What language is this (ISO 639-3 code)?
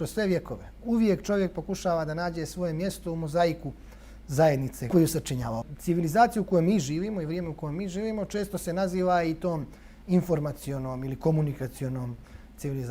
bos